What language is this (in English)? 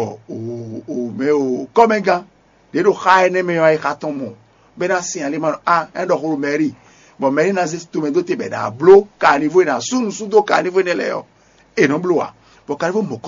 Fon